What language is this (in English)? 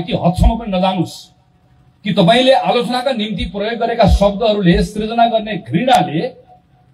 Nepali